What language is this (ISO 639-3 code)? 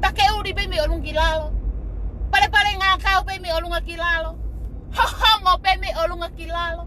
ton